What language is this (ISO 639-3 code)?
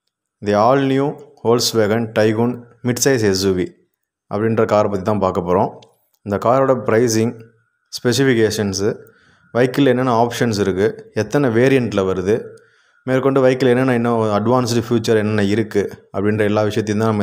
tam